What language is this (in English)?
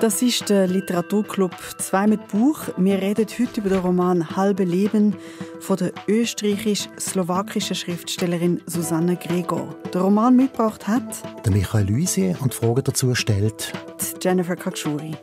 Swiss German